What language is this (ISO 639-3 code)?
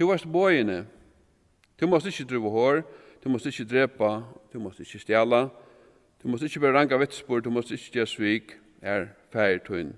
fao